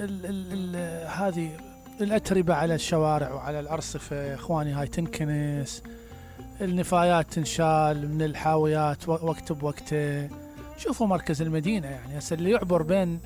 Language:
Mesopotamian Arabic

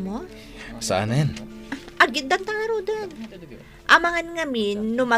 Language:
Iloko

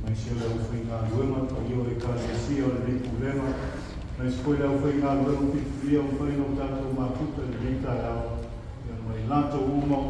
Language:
Samoan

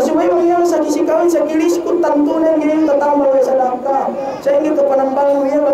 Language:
Yakan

